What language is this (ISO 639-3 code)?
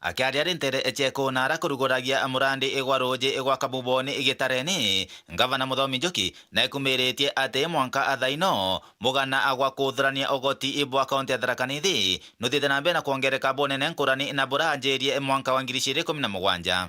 mer